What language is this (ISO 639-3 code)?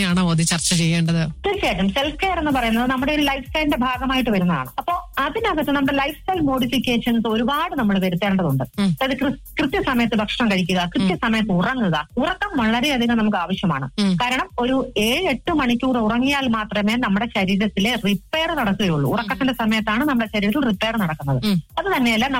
mal